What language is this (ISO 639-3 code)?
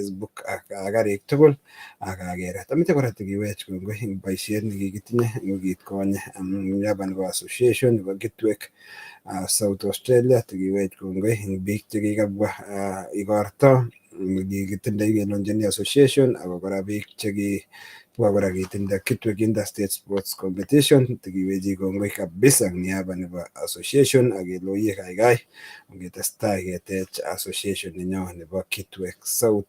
kln